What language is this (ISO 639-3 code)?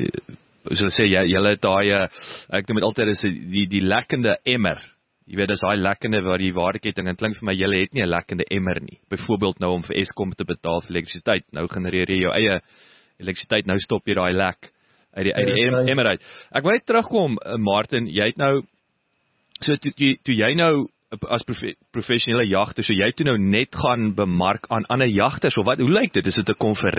afr